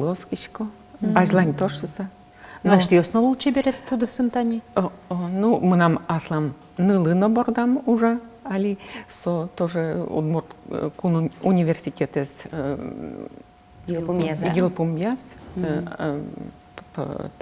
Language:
Udmurt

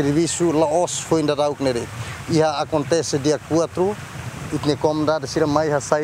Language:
Tetum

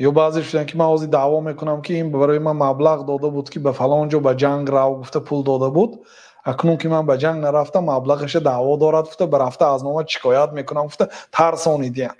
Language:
Tajik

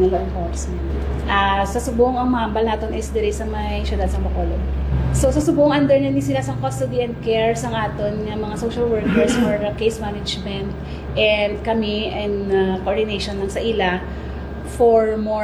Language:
Hiligaynon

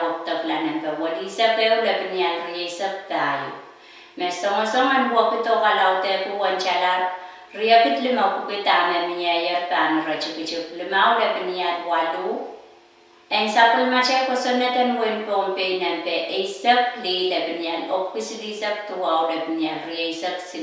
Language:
Pohnpeian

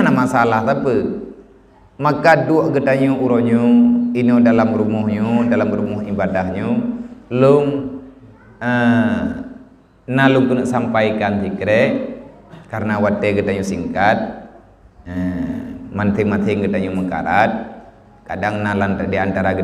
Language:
Achinese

